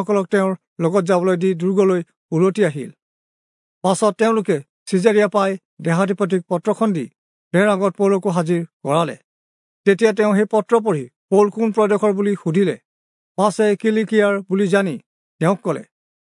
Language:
Assamese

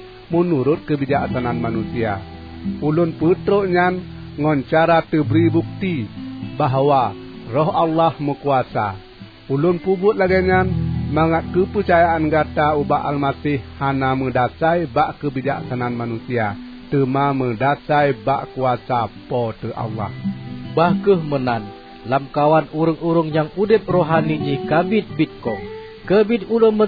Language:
Achinese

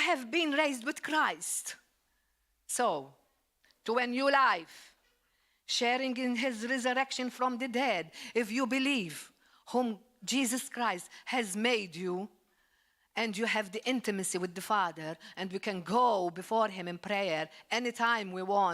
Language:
English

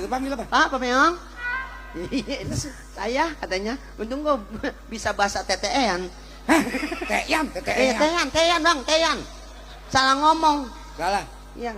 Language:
Betawi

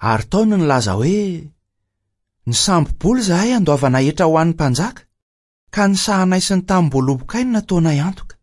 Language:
Malagasy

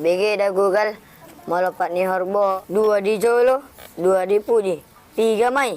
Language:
Batak Toba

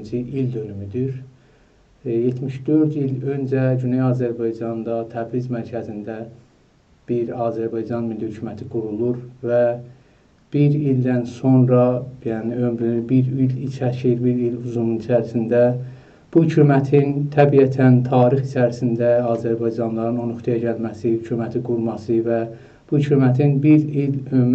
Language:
South Azerbaijani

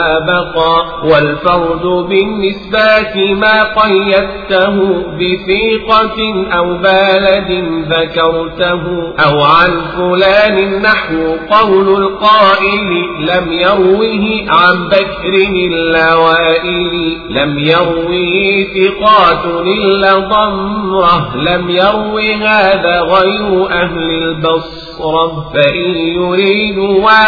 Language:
Arabic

